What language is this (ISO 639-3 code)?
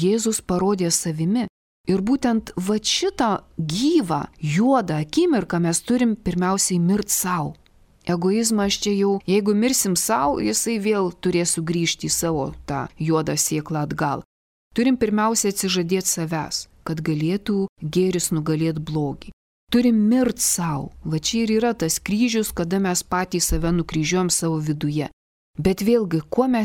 lit